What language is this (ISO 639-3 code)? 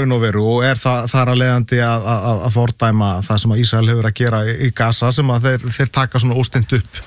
isl